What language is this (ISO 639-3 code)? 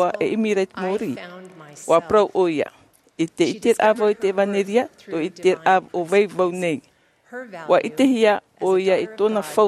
tah